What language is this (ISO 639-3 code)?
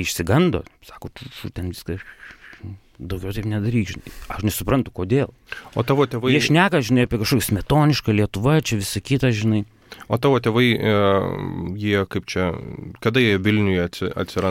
lit